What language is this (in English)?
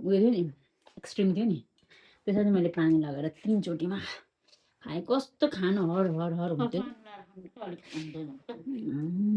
Nepali